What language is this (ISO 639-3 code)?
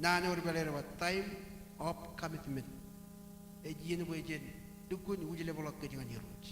mah